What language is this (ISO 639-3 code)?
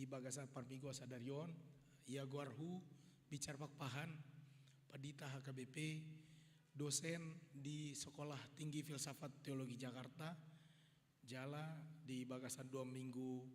bbc